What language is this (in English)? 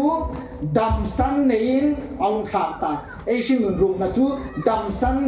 Hmar